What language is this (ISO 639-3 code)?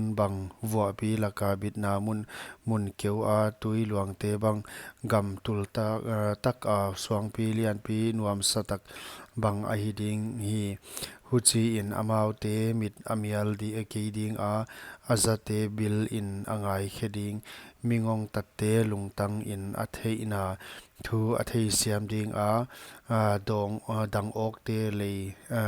pck